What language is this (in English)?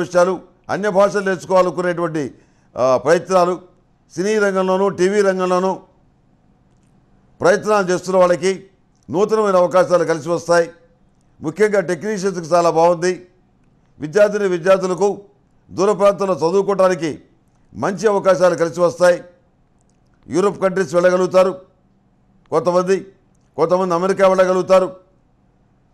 Telugu